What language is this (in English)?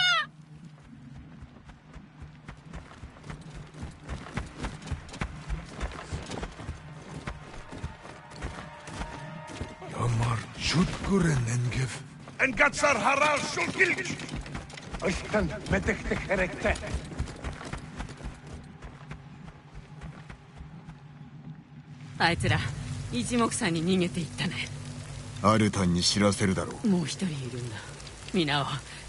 Japanese